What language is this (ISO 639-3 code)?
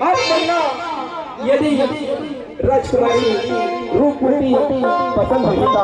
hne